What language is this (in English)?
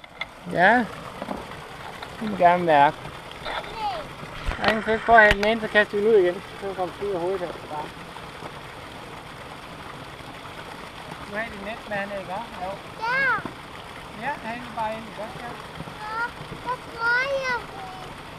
Danish